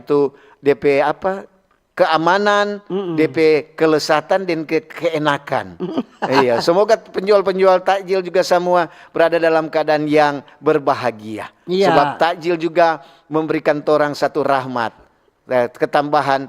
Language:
Manado Malay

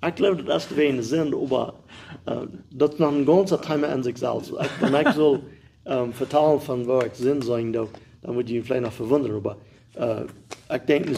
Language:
Plautdietsch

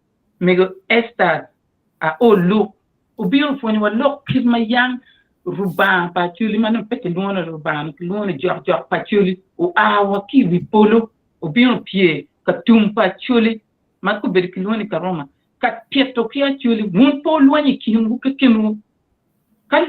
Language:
Acoli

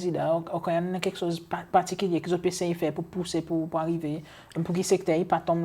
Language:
Seselwa Creole French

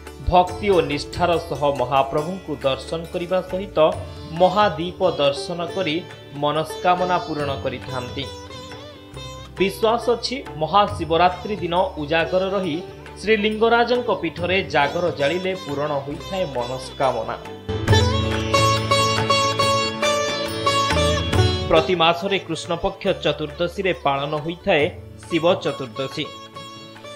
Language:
Odia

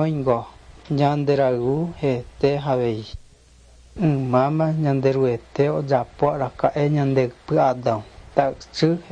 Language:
Guarani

